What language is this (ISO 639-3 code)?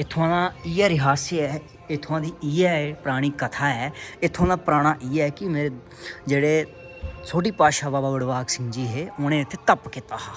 doi